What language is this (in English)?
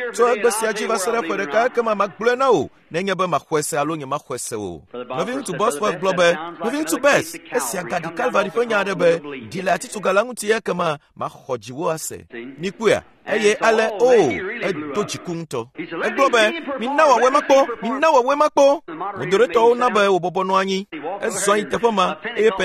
Ewe